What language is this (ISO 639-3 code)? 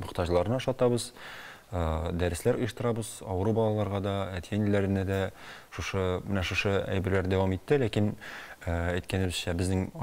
tat